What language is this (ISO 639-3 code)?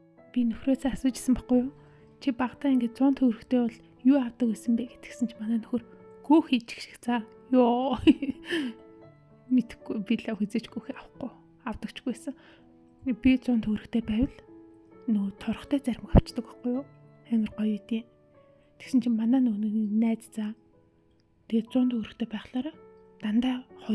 mon